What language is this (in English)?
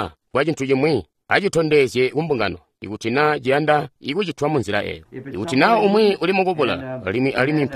Tonga (Zambia)